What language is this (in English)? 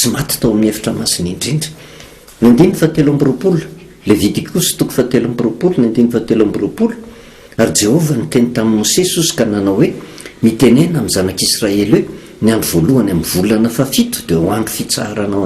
Malagasy